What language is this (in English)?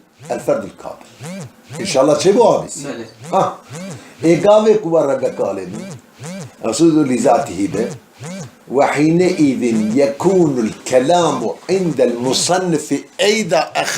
Kurdish